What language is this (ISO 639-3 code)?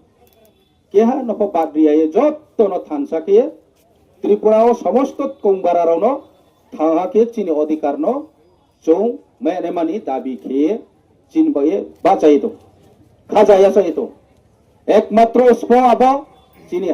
ria